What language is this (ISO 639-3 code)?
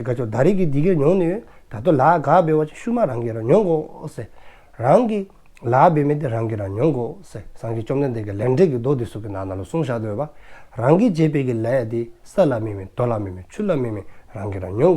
dzo